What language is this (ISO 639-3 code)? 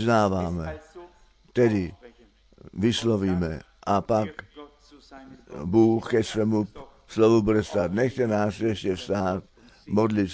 ces